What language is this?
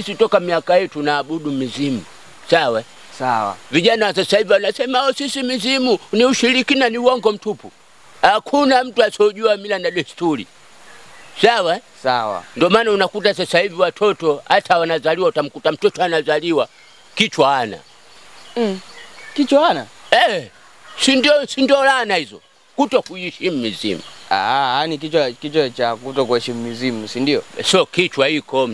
Swahili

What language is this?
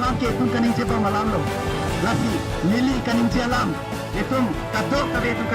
Karbi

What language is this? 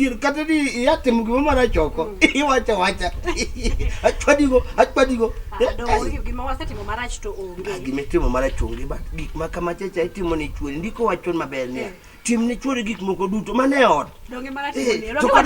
Luo (Kenya and Tanzania)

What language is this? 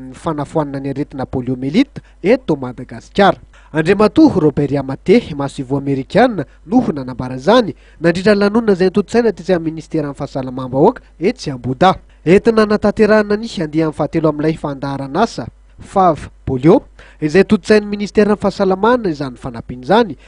Malagasy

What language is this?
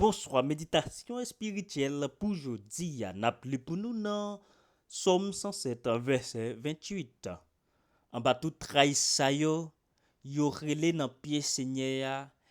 Haitian Creole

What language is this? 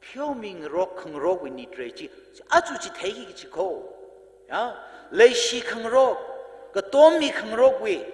Tangkhul Naga (India)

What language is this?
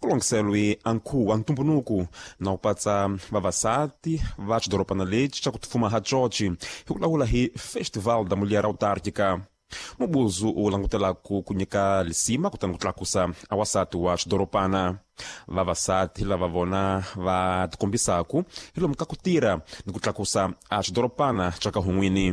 Tsonga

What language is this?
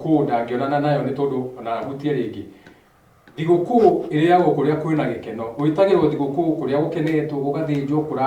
Kikuyu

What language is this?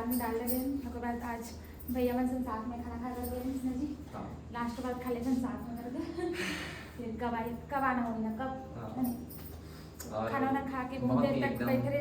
Chhattisgarhi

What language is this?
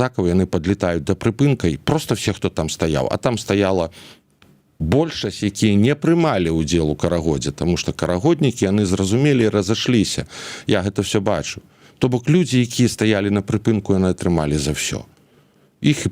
Belarusian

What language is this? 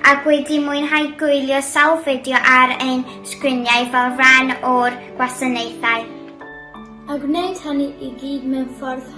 Welsh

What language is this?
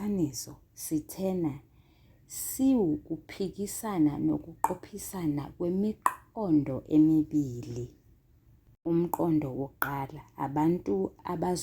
Zulu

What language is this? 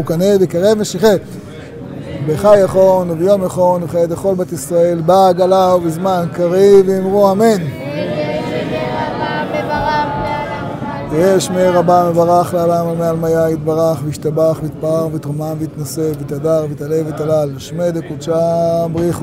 Hebrew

